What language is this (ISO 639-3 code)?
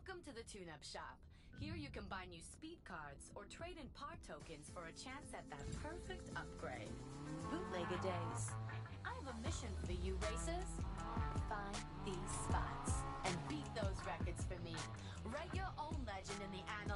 eng